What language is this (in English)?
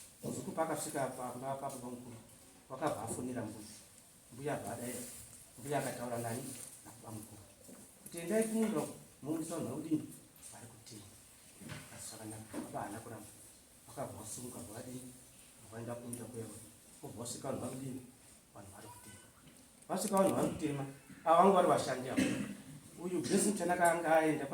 Shona